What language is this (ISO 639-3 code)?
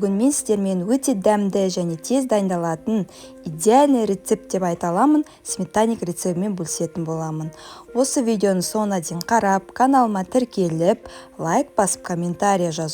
kaz